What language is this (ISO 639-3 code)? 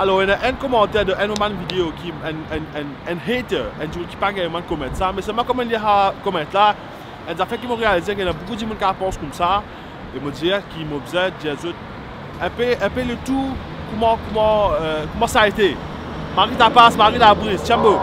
mfe